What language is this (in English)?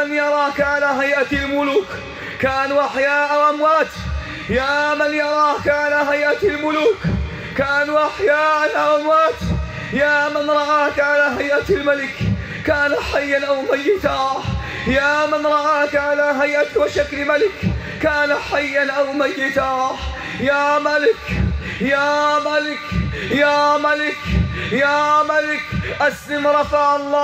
Arabic